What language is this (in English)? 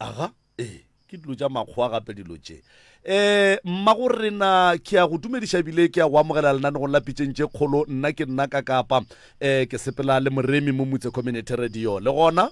Northern Sotho